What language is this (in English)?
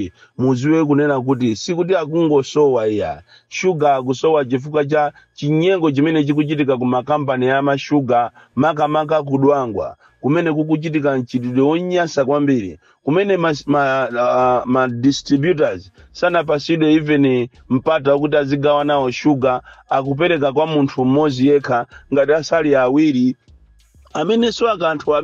Nyanja